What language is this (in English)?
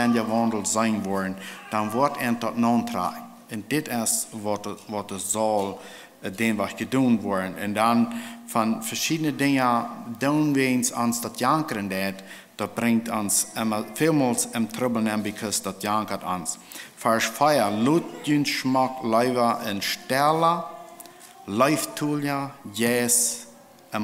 Plautdietsch